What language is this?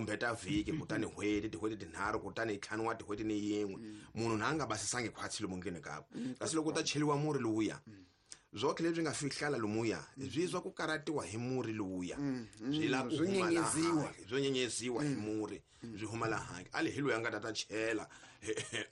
Tsonga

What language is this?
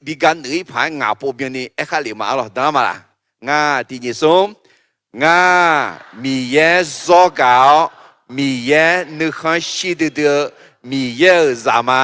Akha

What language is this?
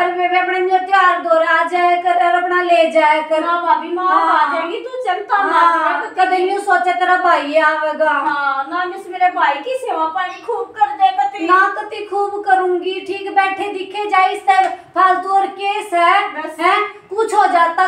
Haryanvi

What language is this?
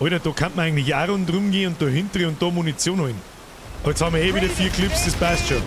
Bavarian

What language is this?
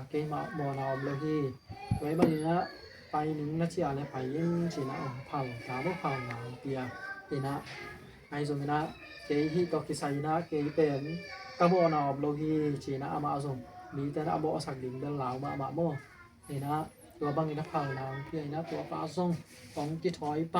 Tedim Chin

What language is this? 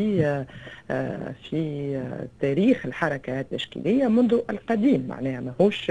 Tunisian Arabic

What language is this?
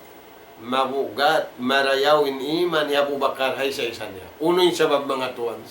Tausug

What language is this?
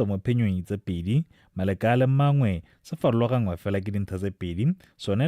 Tswana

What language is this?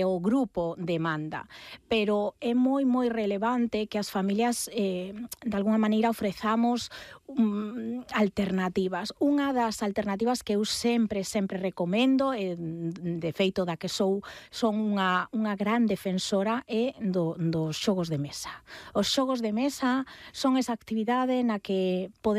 Galician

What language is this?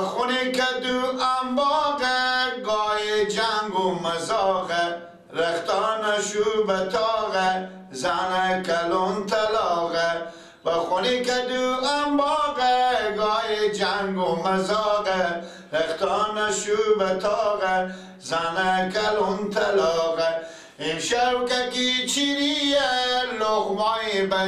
Persian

